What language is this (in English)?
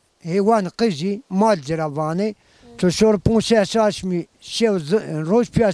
Zaza